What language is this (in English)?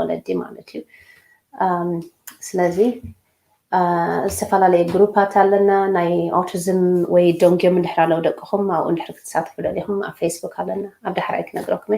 Tigrinya